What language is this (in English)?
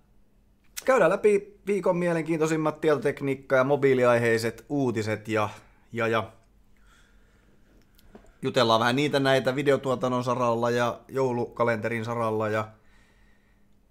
Finnish